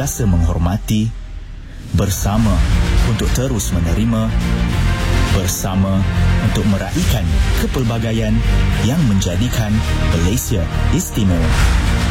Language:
Malay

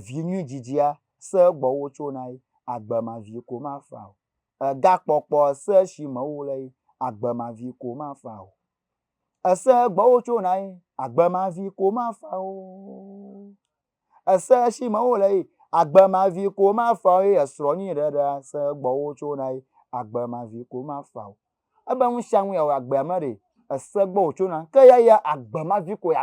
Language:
Ewe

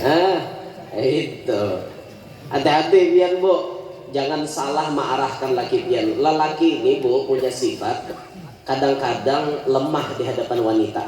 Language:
Banjar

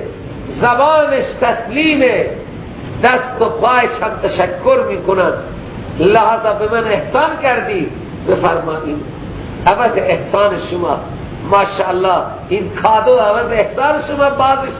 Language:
Persian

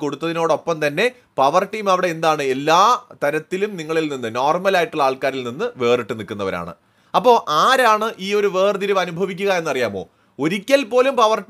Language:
Malayalam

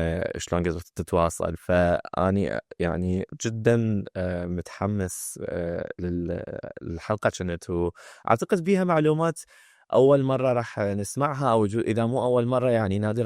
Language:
Mesopotamian Arabic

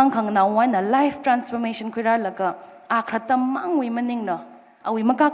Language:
Tangkhul Naga (India)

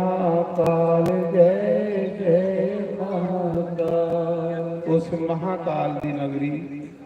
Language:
Dogri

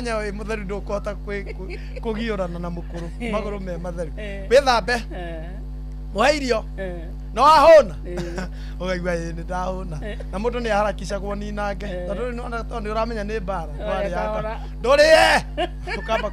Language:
Kikuyu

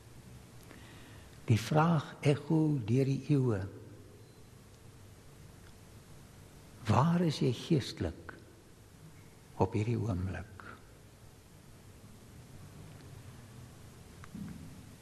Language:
Afrikaans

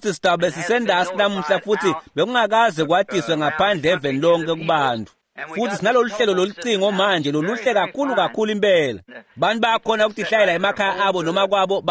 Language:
Swati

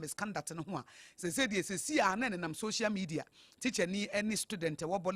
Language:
Akan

